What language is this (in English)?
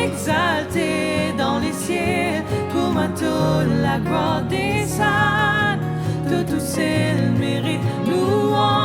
Morisyen